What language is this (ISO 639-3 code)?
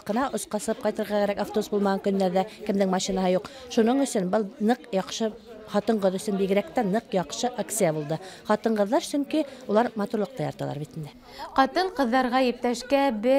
bak